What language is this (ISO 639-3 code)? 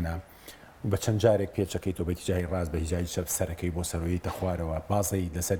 ckb